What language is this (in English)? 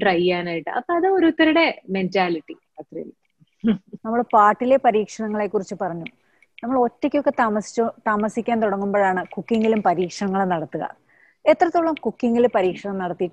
Malayalam